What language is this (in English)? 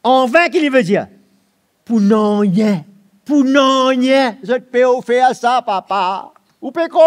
Morisyen